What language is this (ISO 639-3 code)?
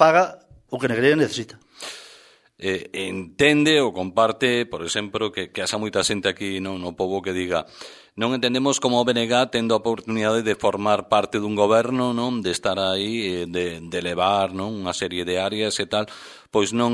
glg